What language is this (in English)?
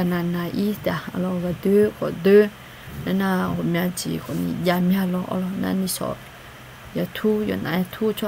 Akha